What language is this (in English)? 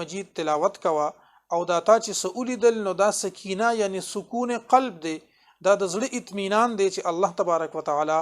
Pashto